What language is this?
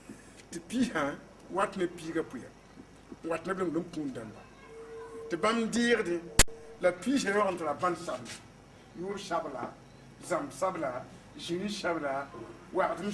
Mossi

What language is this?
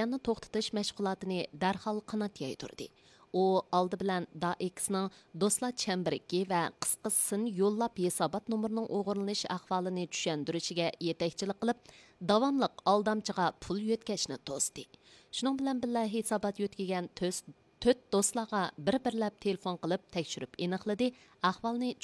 Uyghur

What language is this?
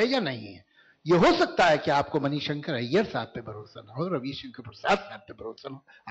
Hindi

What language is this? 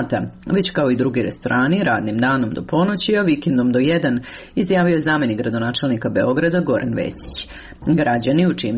Serbian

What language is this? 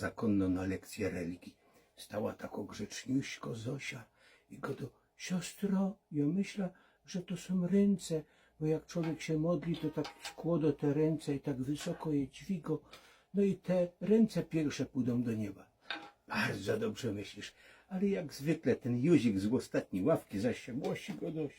Silesian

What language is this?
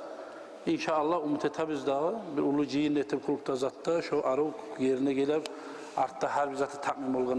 Kumyk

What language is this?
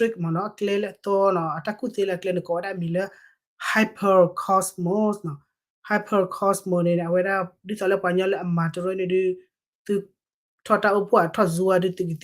S'gaw Karen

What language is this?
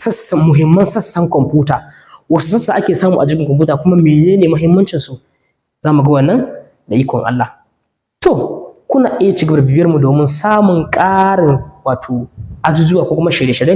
Hausa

